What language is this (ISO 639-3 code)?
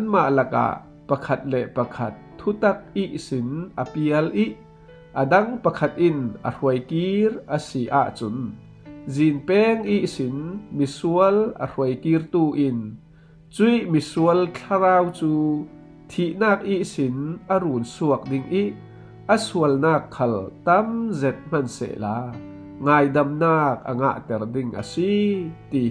cfm